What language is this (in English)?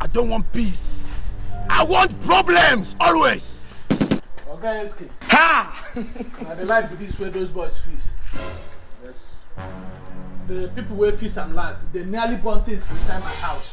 Nigerian Pidgin